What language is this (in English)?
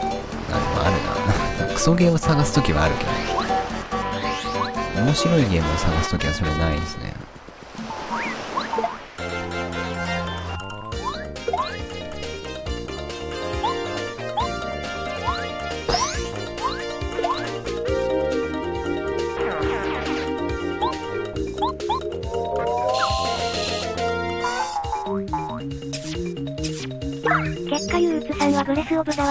Japanese